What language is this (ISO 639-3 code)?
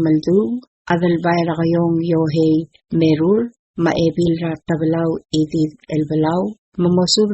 pau